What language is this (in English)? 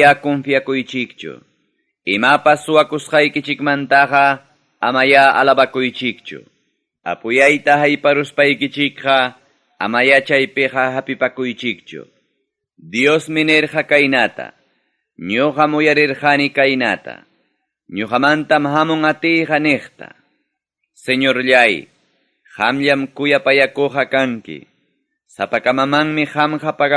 Ayacucho Quechua